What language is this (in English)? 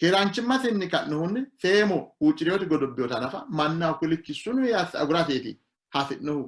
Sidamo